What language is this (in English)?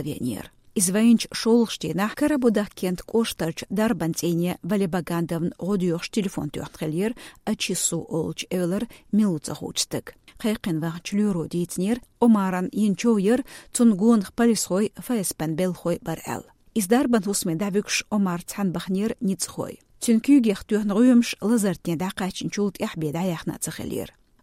Chechen